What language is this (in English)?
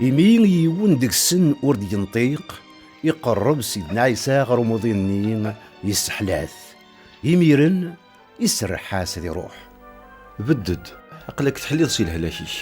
Kabyle